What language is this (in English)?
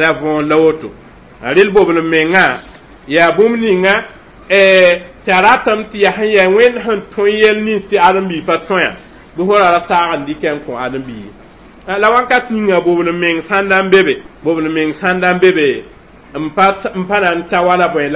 Mossi